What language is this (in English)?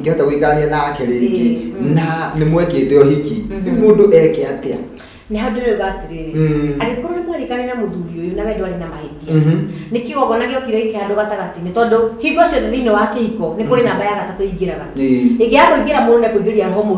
Kikuyu